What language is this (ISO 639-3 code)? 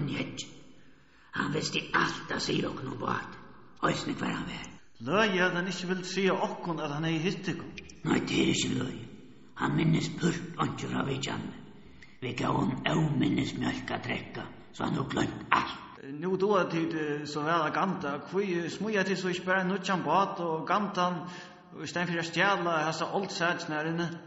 fao